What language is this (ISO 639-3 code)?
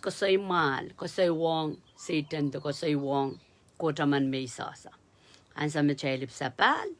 pon